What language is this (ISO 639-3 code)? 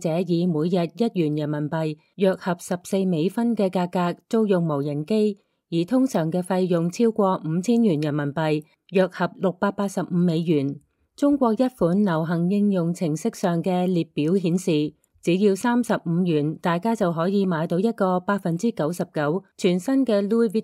yue